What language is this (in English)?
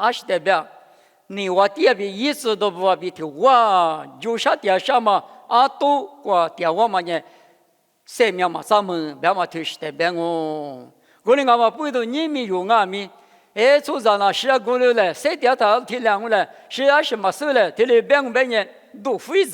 Lisu